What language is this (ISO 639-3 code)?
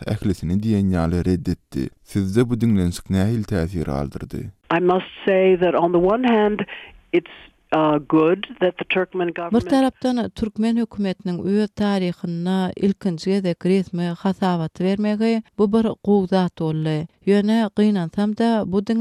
tuk